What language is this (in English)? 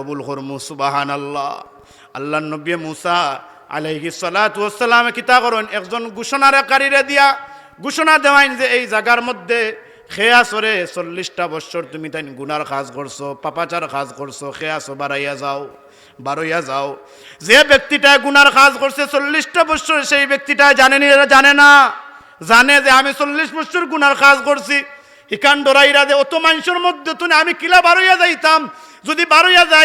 Sylheti